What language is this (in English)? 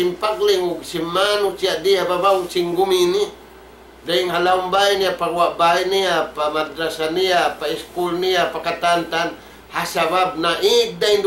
Tausug